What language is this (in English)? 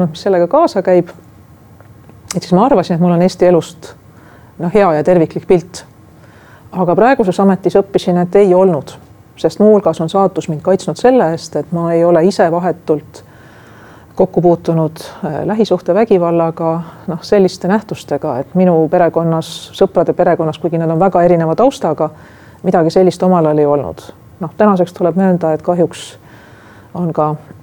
Estonian